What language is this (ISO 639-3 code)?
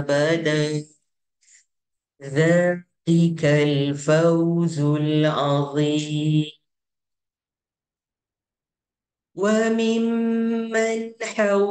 ara